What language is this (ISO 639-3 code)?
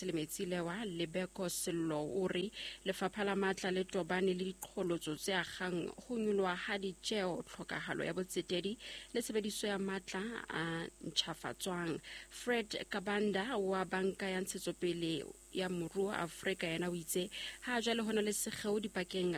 sot